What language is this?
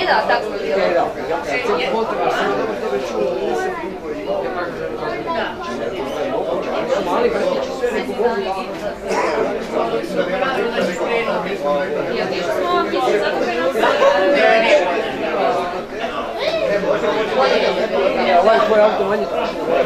Croatian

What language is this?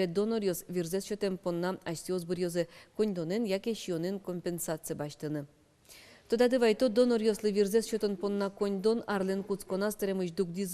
Udmurt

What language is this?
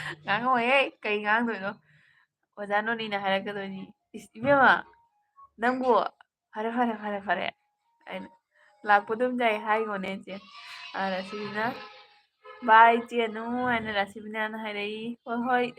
Manipuri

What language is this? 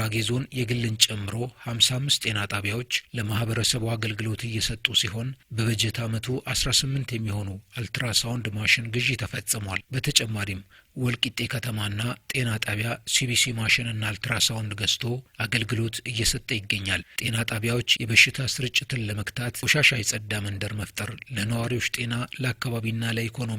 Amharic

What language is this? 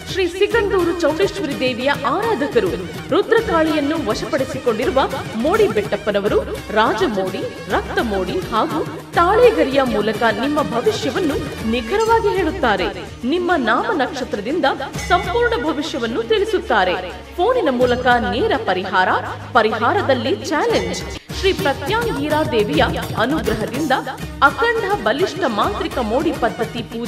Kannada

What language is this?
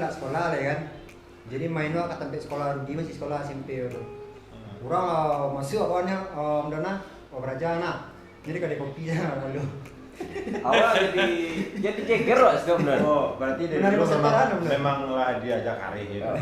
Minangkabau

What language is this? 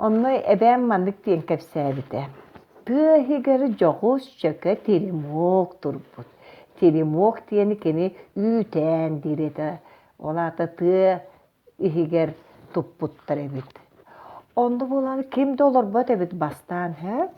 Yakut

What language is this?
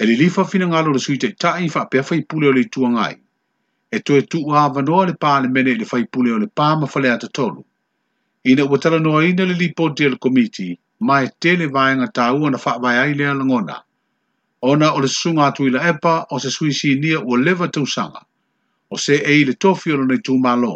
Samoan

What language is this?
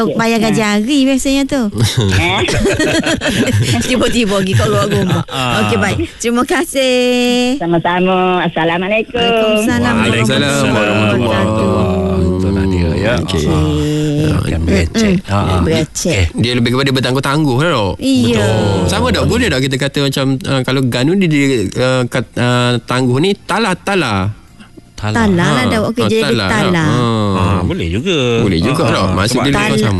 Malay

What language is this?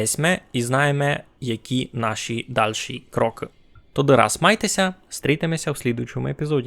Rusyn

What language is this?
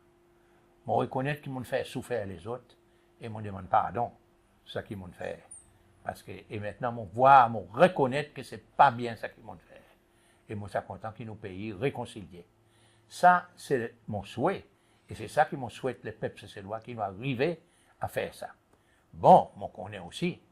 Seselwa Creole French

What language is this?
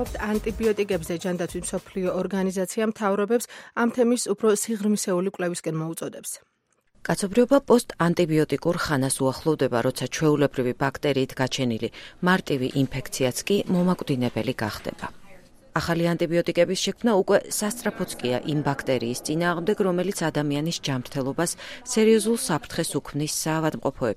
Georgian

